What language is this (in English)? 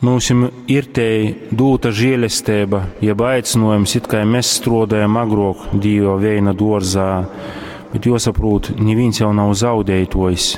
Latgalian